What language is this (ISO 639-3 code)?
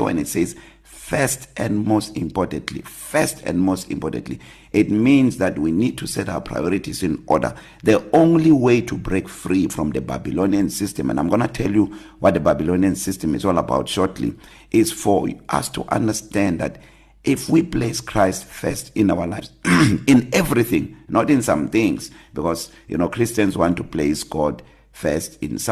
eng